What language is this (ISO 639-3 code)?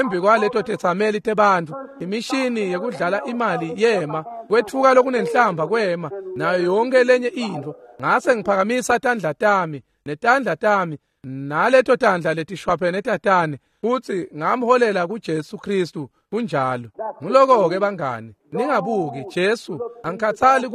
ssw